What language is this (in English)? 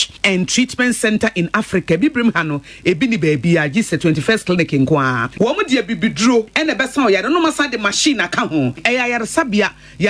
Akan